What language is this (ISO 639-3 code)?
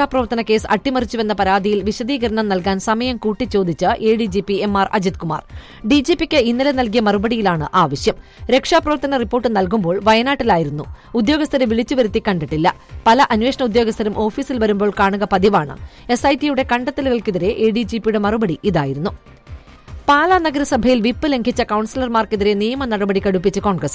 mal